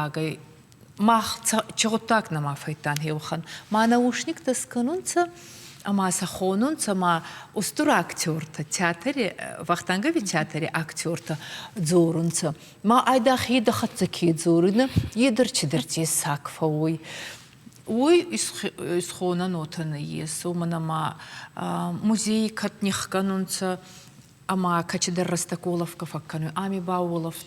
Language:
Ossetic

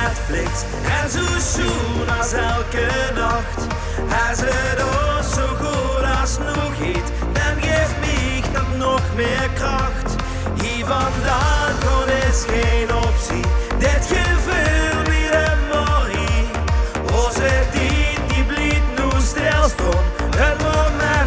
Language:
Limburgish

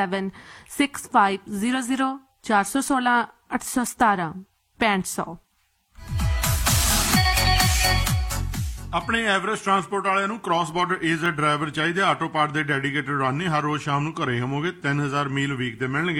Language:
Punjabi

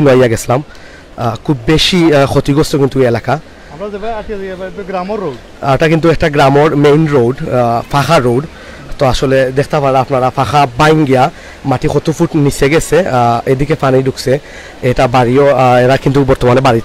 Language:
Sylheti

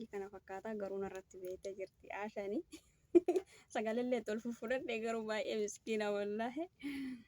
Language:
Oromo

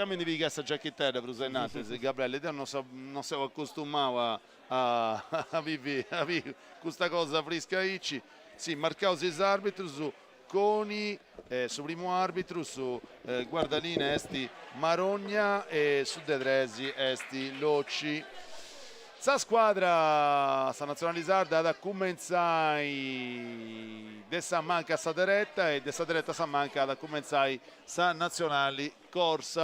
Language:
Sardinian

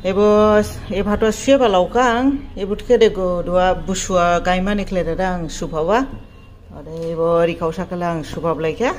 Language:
Dimasa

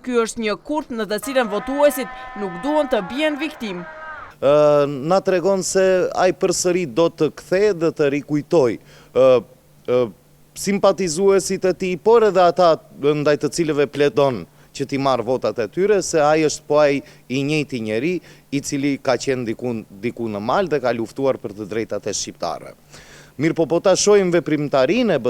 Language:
Albanian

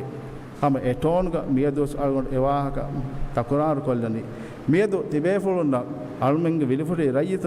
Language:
Divehi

